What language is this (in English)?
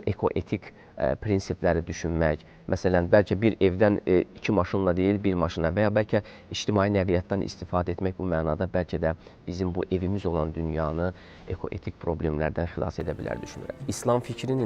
Azerbaijani